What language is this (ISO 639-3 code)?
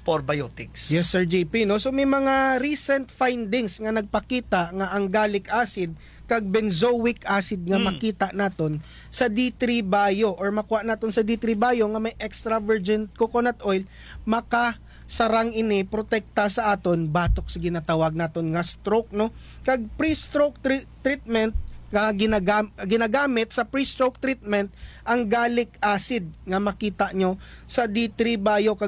hil